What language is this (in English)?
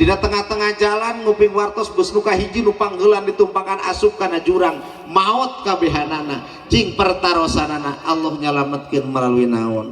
Sundanese